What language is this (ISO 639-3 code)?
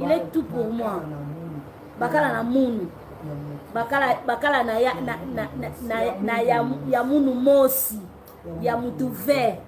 lin